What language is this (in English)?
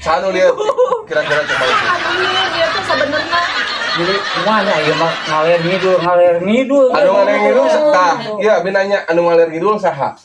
Sundanese